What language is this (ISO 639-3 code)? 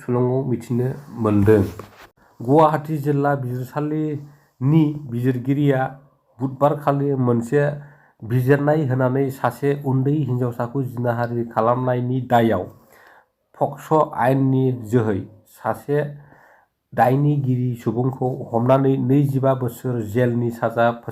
brx